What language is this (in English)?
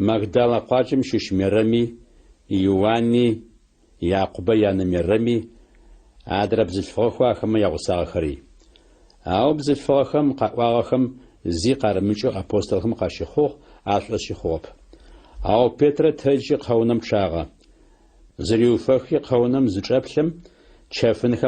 Adyghe